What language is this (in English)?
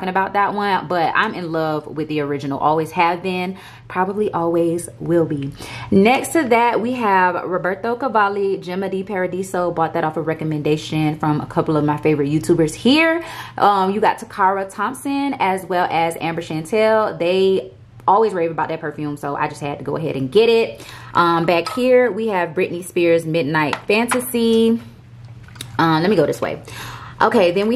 English